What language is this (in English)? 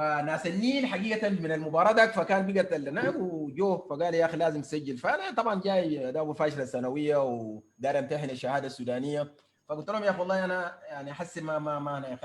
Sudanese Arabic